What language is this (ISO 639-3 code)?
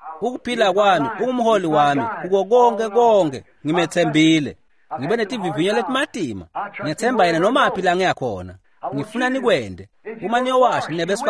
ssw